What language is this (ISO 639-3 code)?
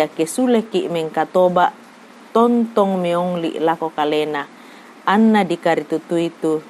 sda